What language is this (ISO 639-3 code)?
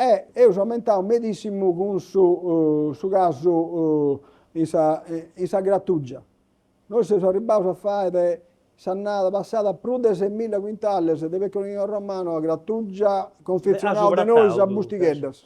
srd